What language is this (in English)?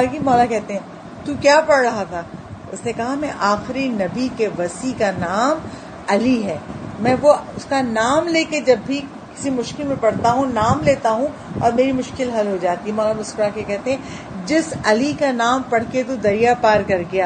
Urdu